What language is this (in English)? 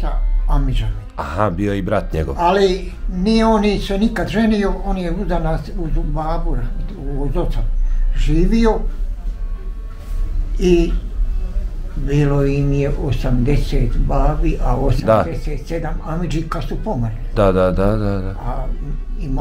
Bosnian